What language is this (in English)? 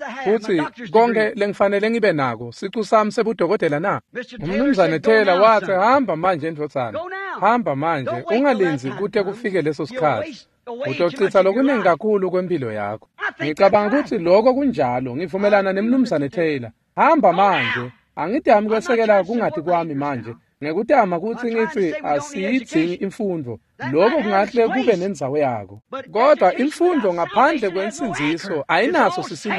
Swati